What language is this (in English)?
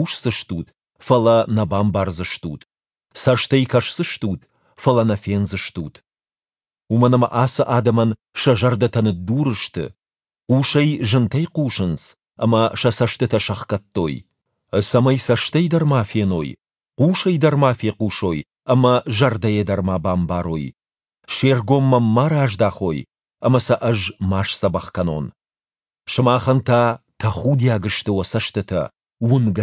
Ossetic